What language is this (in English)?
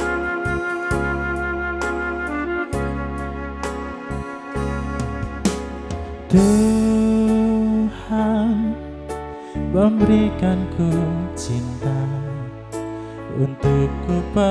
Indonesian